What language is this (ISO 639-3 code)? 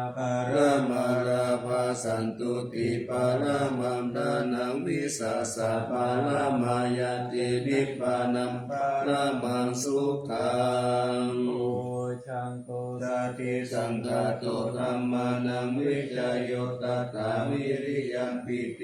pli